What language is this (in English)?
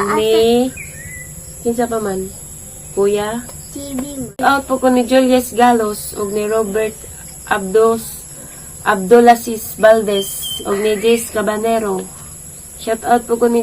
Cebuano